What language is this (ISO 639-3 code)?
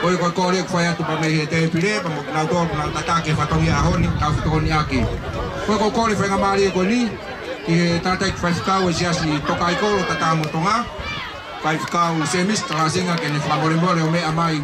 ton